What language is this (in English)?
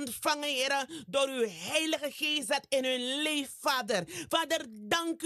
Sranan Tongo